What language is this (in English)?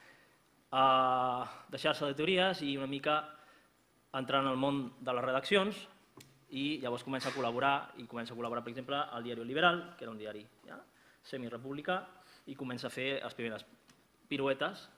Catalan